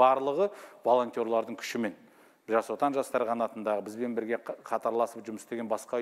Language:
Kazakh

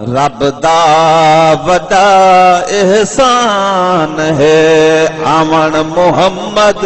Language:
Saraiki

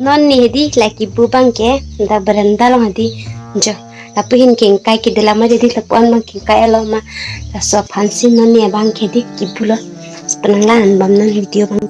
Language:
Karbi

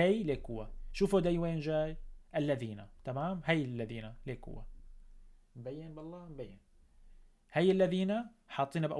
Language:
North Levantine Arabic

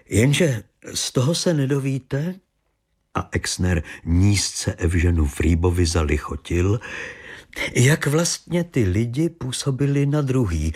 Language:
Czech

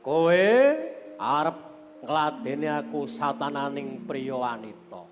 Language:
Javanese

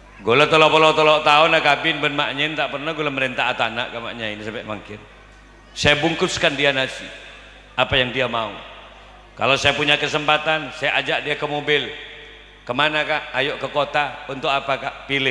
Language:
Madurese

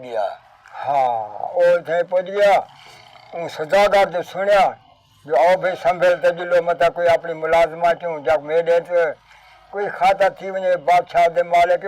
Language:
Saraiki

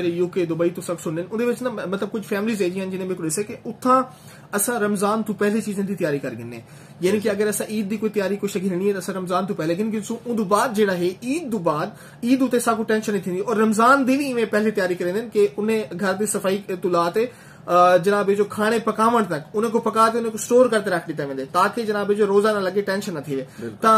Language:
Saraiki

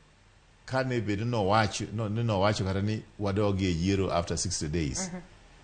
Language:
Luo (Kenya and Tanzania)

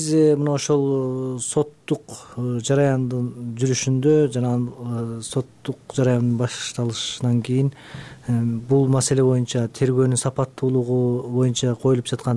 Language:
Kyrgyz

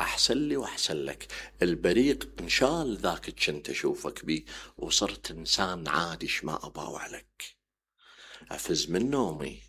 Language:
Mesopotamian Arabic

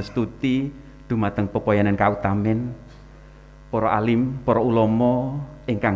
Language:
Javanese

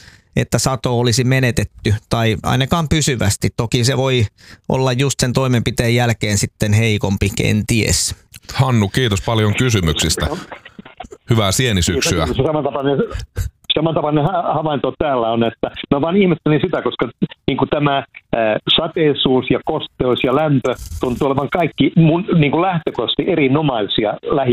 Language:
Finnish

